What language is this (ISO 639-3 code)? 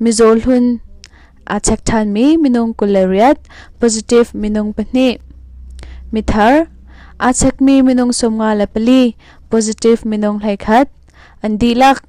cnh